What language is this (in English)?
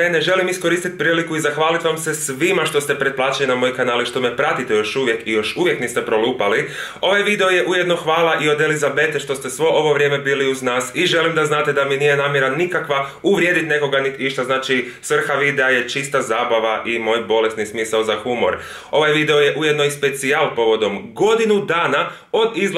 Croatian